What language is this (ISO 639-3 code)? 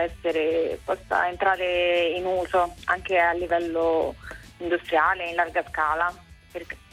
ita